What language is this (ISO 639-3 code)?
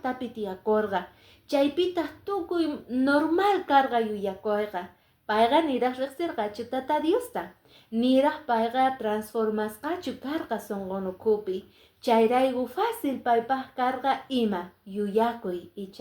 que